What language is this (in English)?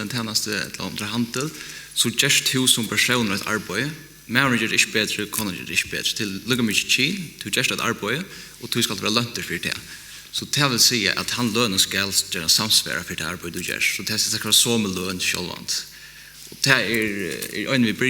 Faroese